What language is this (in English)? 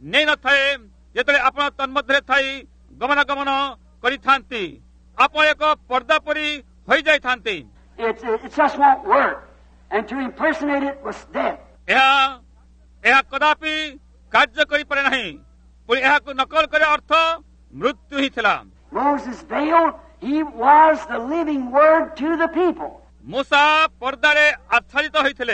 Odia